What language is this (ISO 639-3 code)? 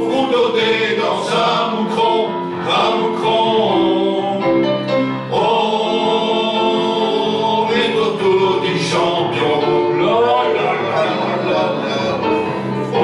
pcd